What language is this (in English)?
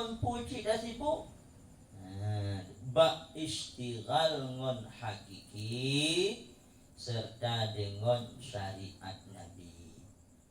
Achinese